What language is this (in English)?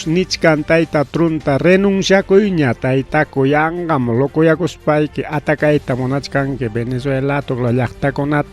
Ayacucho Quechua